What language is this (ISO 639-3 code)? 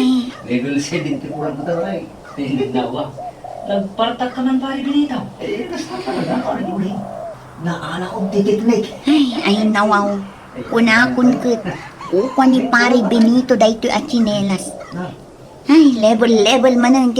ilo